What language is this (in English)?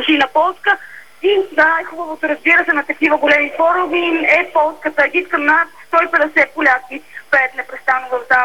Bulgarian